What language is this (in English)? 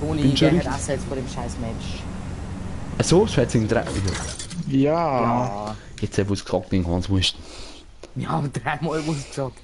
Bavarian